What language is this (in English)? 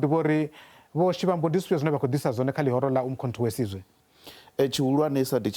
Venda